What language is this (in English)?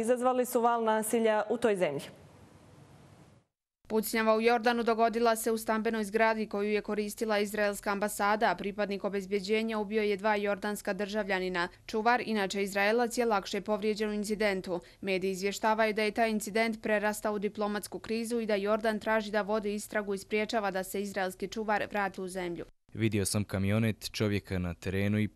Bosnian